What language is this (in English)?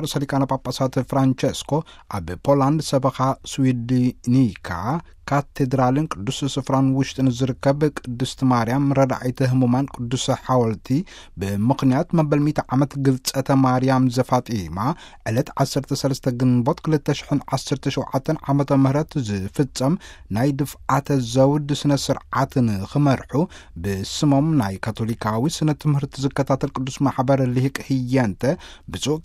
Tigrinya